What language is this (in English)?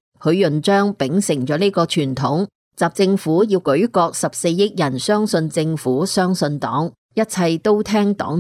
Cantonese